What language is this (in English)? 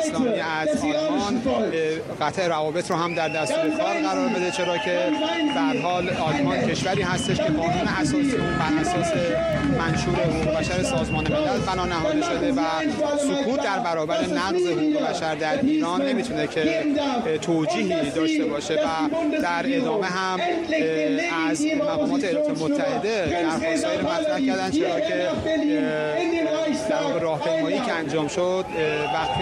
Persian